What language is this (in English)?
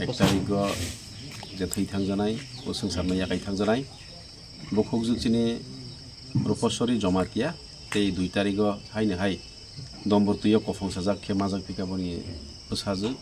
Kok Borok